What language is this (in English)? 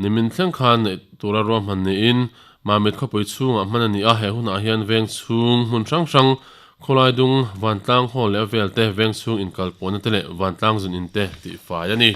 Mizo